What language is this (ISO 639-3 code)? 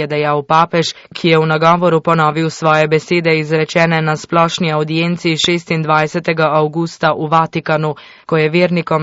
slv